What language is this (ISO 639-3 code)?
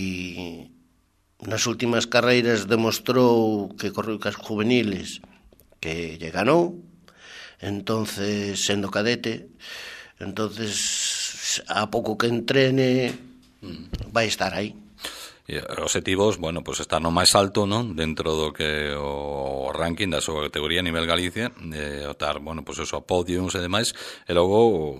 glg